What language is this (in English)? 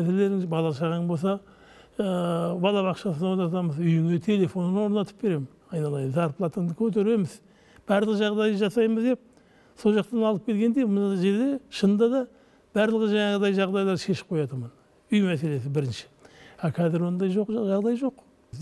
Kazakh